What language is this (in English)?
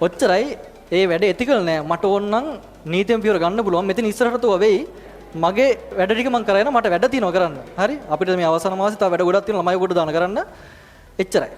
Sinhala